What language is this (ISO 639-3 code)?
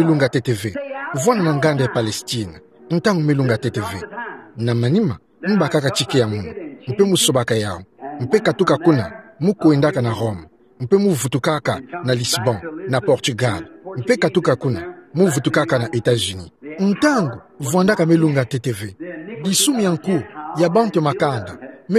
ktu